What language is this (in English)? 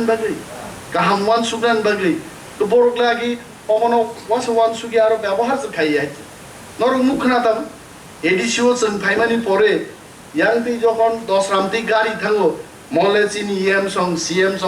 Kok Borok